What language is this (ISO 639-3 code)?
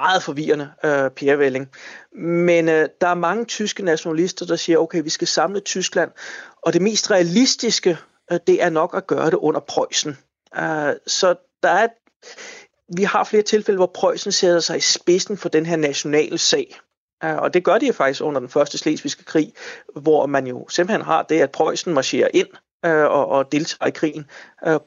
dan